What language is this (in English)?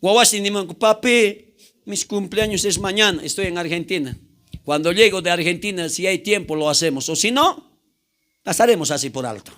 South Bolivian Quechua